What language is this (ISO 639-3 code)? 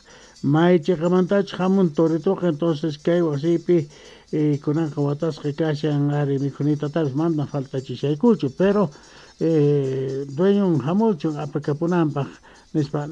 que